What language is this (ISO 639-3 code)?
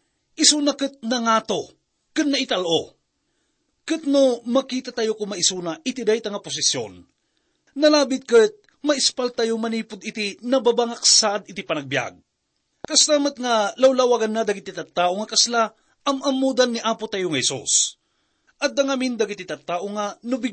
ilo